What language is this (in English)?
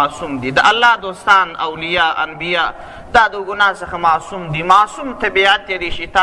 Pashto